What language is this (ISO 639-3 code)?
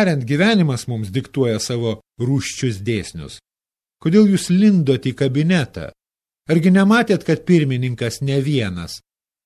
lit